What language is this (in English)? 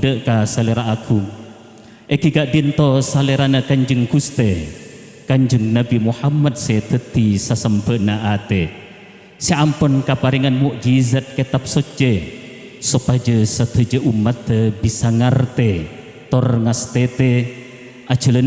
Madurese